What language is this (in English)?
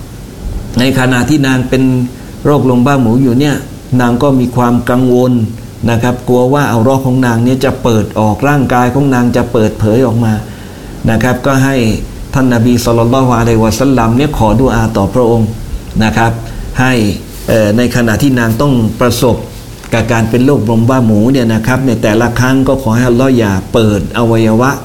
Thai